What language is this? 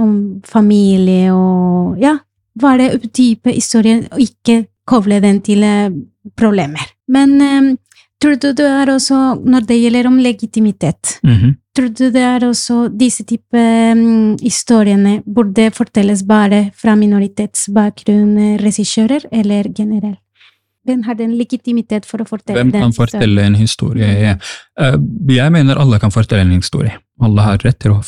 Norwegian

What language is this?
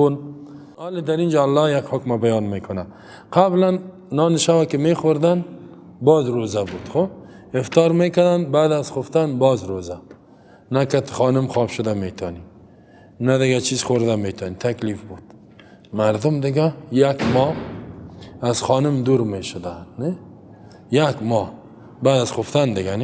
Persian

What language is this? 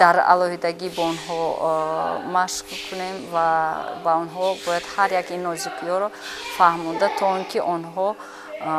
Tajik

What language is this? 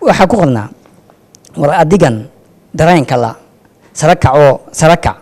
Somali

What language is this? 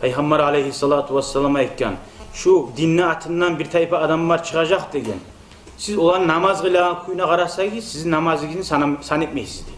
Kumyk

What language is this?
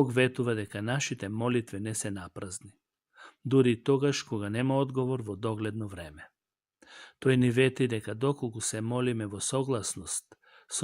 Macedonian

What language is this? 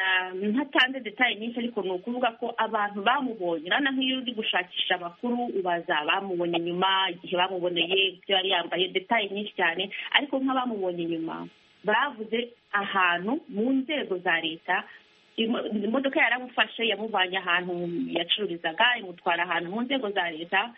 Kinyarwanda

